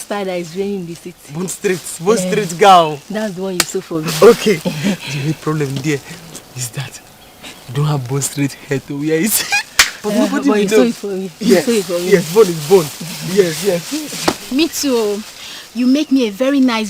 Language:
Nigerian Pidgin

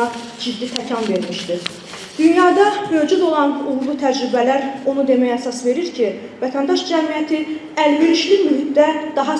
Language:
Azerbaijani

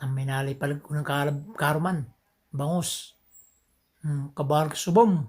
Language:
Pangasinan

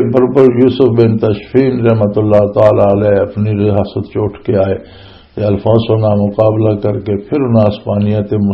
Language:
Western Panjabi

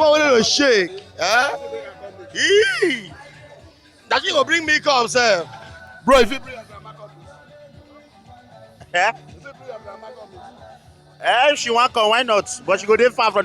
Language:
Nigerian Pidgin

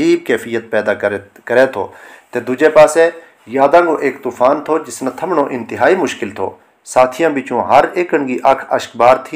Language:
Gujari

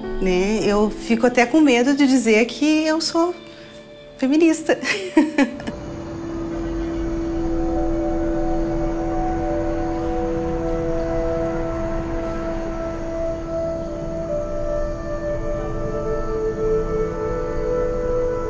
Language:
Portuguese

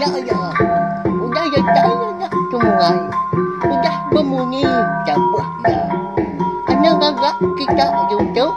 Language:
Iban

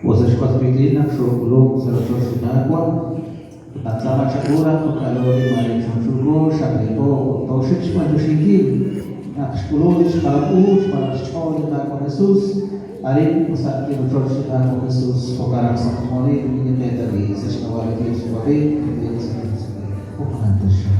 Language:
Kekchí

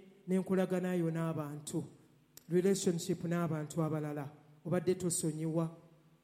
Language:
Ganda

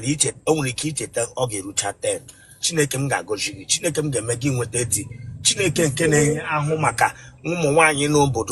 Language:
Igbo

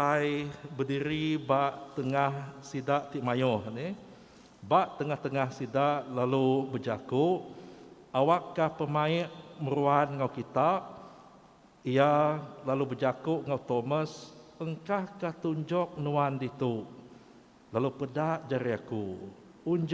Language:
Iban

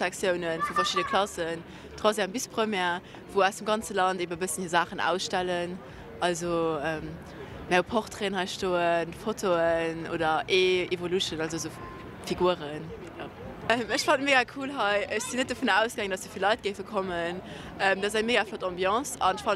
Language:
Luxembourgish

